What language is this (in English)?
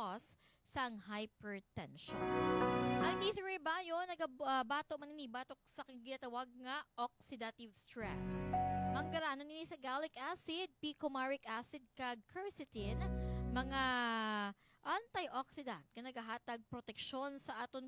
Hiligaynon